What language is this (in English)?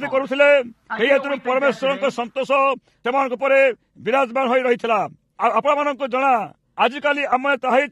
Odia